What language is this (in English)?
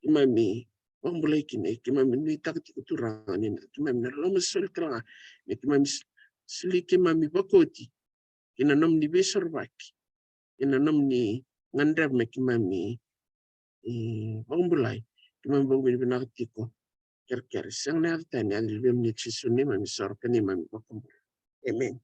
Fijian